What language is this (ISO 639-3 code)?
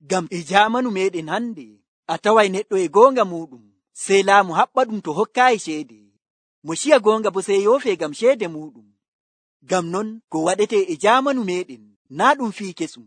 fuv